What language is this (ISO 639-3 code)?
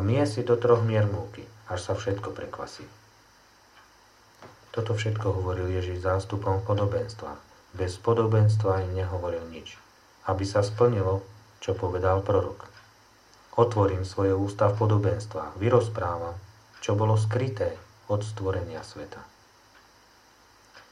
slk